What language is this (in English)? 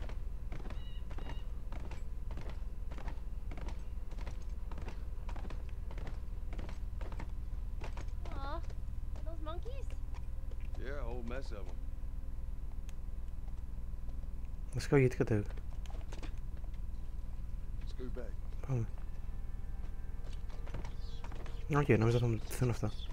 Greek